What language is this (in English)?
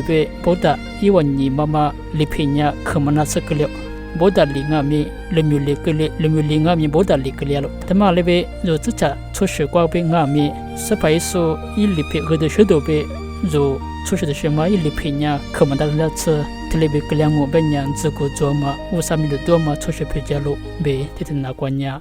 Lisu